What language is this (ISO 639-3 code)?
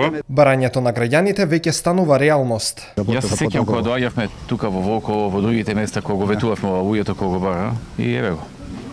mkd